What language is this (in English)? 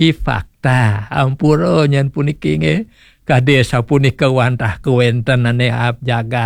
Balinese